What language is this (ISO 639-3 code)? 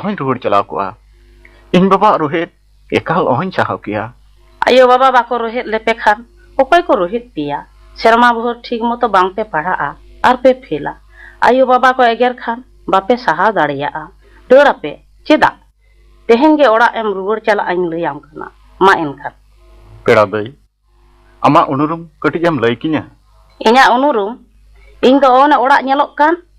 sat